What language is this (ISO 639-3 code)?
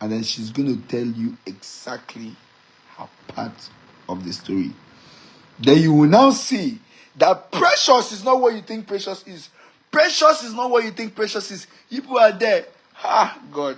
pcm